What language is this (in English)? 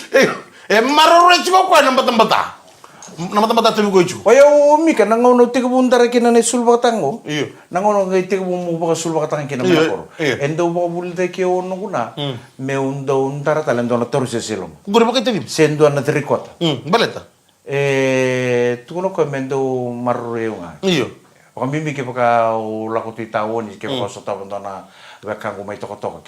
Fijian